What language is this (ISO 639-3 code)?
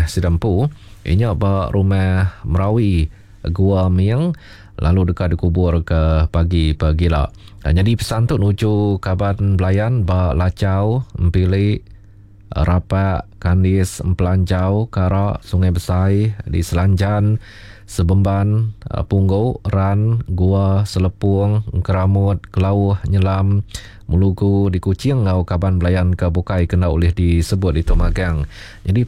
iba